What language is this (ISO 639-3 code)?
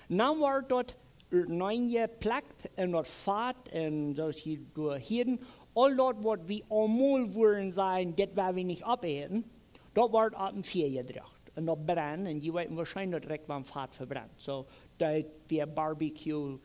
pdt